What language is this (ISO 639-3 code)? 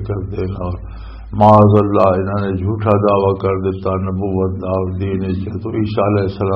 lah